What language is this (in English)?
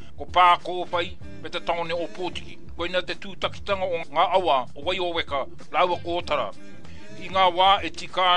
Māori